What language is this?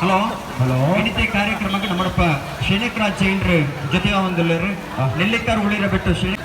Tulu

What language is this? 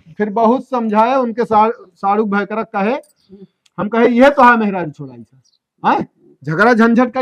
Awadhi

